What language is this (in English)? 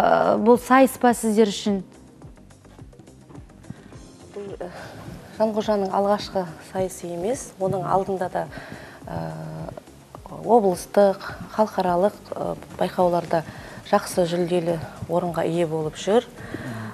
Kazakh